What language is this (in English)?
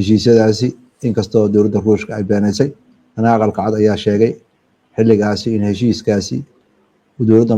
Somali